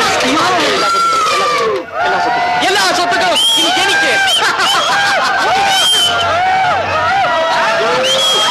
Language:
Malayalam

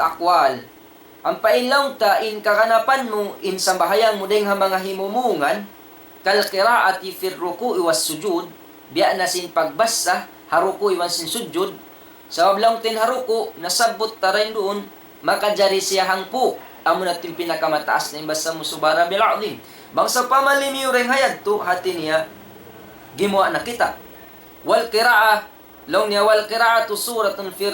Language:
Tausug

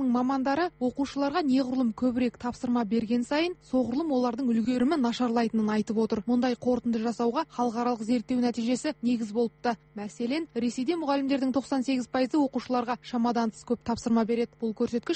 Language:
Kazakh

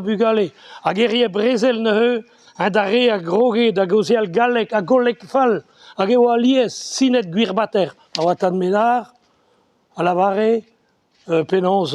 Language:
Breton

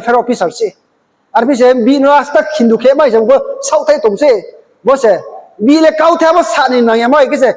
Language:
Riang (India)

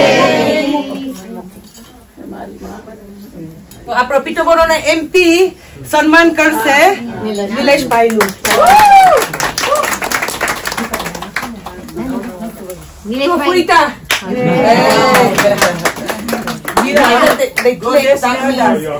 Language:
Gujarati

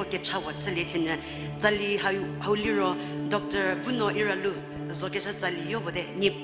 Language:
Angami Naga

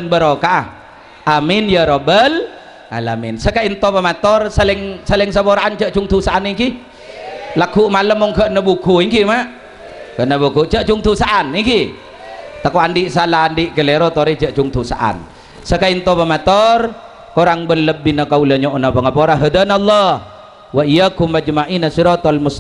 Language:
Madurese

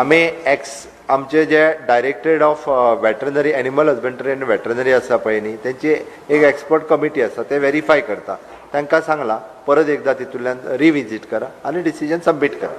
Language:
Konkani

